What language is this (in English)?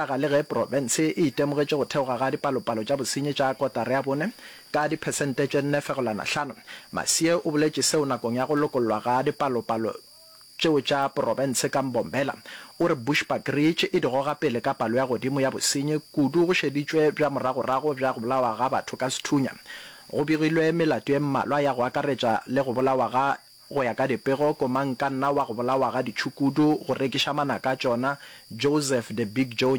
Northern Sotho